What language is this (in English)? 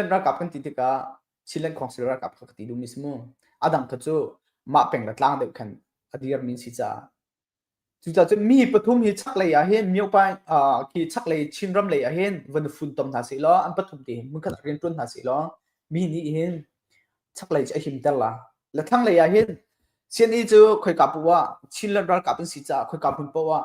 Hakha Chin